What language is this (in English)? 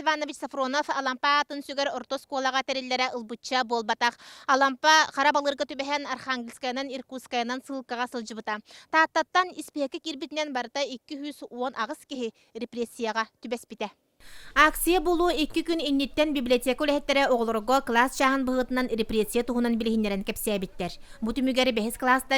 Yakut